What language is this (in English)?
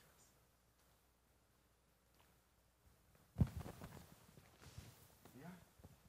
Russian